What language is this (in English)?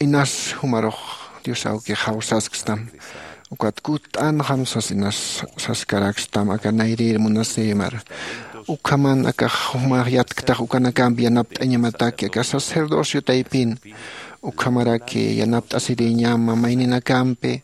Aymara